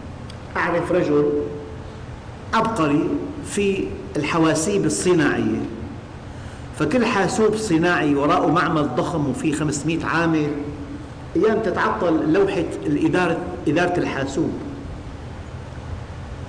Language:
Arabic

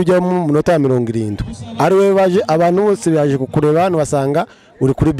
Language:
Kinyarwanda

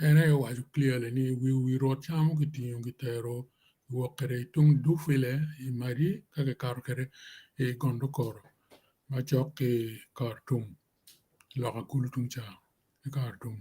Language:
Acoli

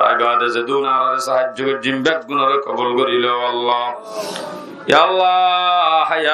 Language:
Rohingya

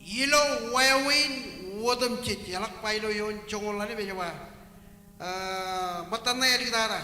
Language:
Marshallese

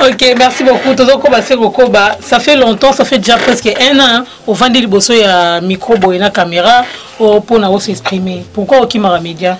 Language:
Lingala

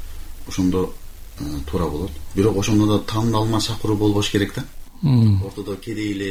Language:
Kyrgyz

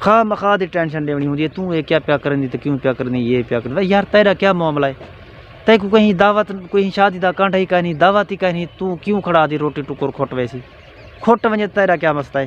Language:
Saraiki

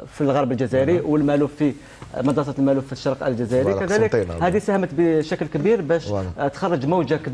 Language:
Algerian Arabic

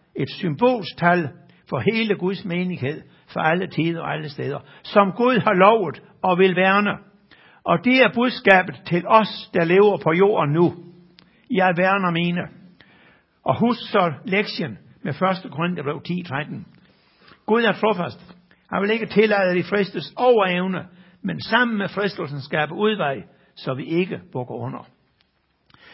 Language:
Danish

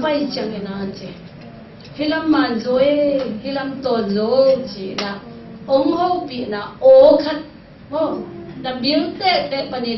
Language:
Tedim Chin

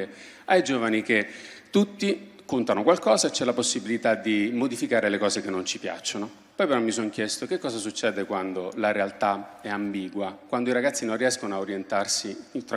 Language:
Italian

